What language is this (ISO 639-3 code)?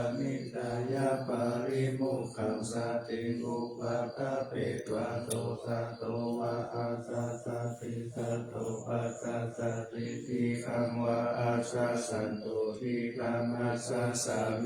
pli